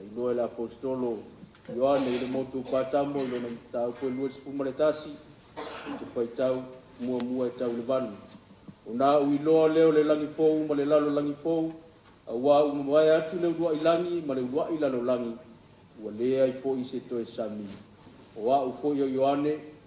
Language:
Samoan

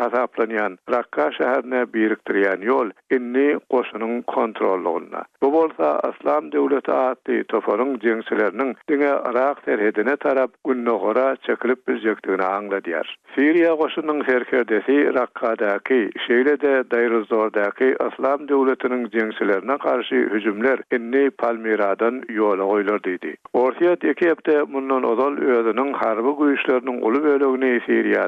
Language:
Turkmen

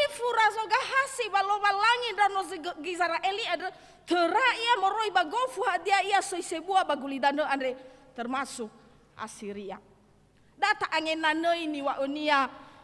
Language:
Nias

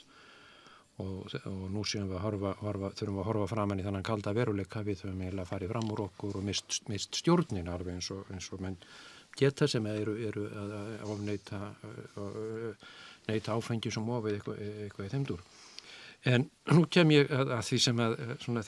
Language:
Icelandic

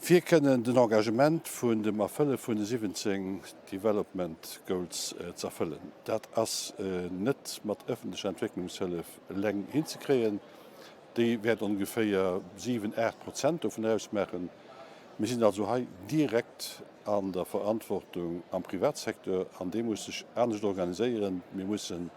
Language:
Luxembourgish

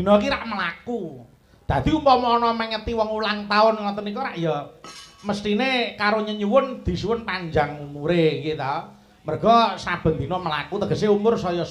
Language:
Javanese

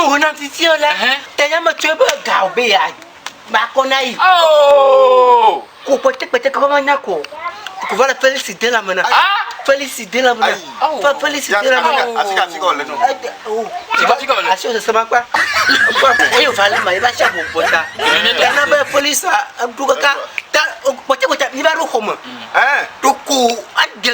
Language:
Ewe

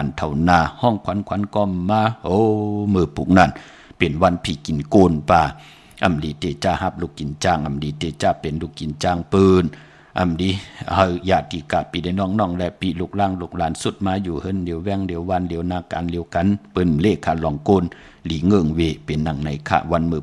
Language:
Shan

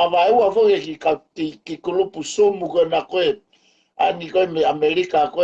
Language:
Tongan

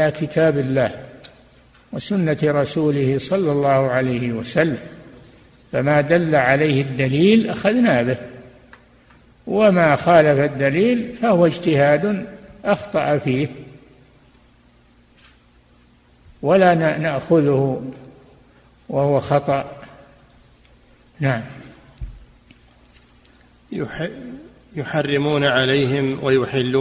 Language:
Arabic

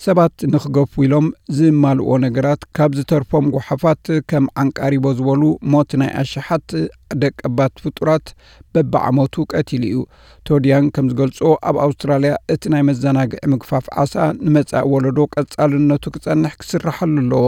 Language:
Tigrinya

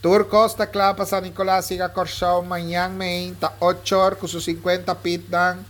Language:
Papiamento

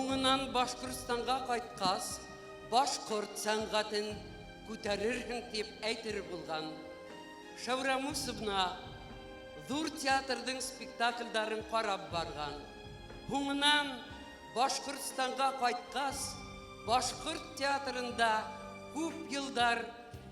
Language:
Bashkir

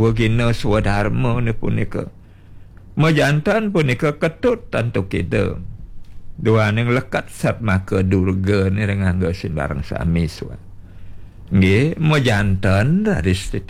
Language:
Balinese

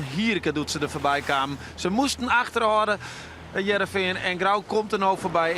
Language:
Western Frisian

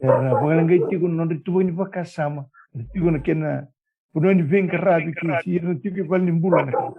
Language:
Fijian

